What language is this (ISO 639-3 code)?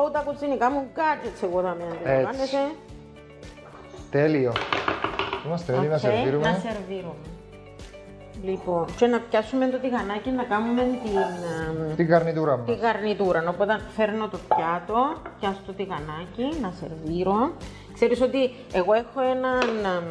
ell